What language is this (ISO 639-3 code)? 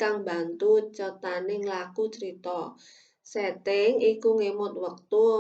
jav